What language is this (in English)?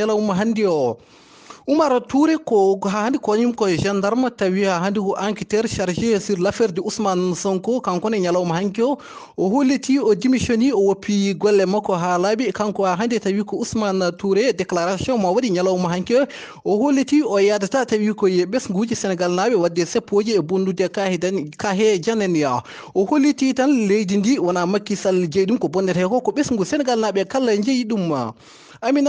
Fula